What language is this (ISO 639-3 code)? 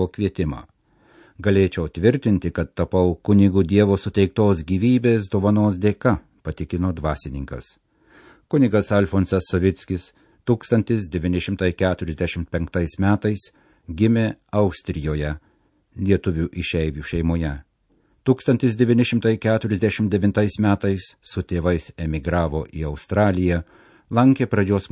lit